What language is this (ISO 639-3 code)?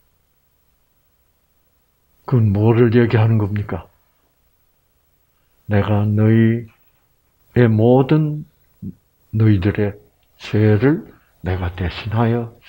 kor